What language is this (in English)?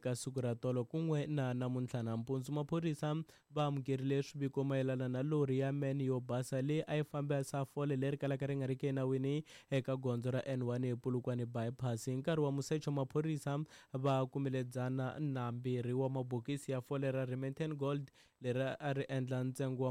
Tsonga